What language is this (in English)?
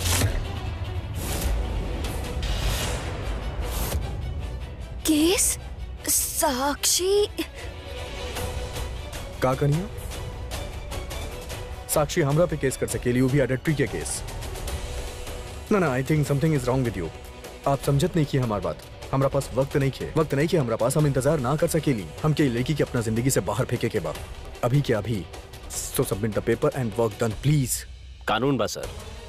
Bhojpuri